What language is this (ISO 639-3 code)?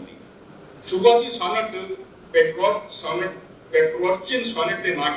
doi